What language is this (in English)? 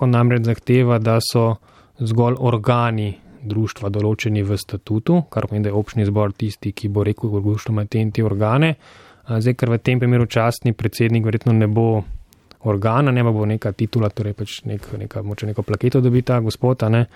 Slovenian